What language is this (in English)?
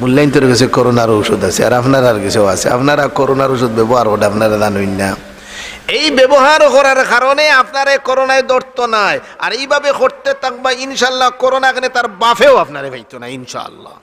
Sylheti